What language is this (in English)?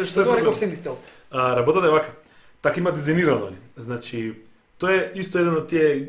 Macedonian